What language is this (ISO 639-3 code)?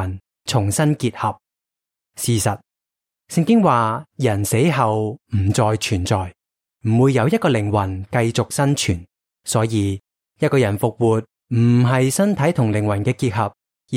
yue